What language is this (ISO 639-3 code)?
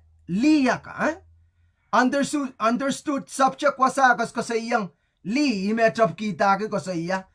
pon